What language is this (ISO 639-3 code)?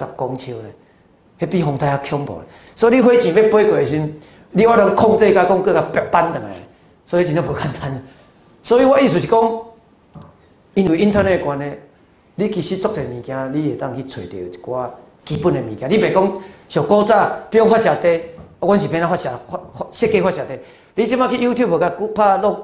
nan